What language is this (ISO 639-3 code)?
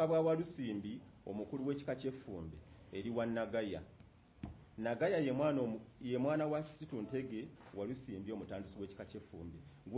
lug